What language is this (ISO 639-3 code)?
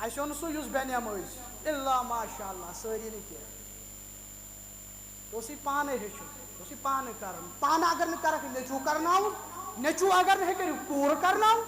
kas